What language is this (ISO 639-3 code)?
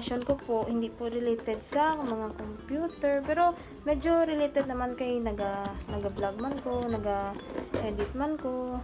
hil